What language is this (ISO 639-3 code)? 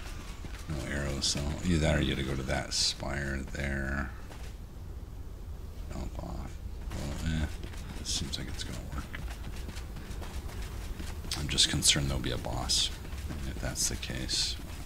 eng